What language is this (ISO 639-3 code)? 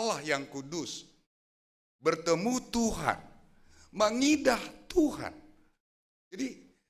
bts